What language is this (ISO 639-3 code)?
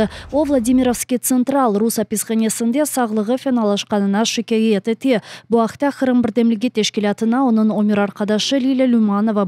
crh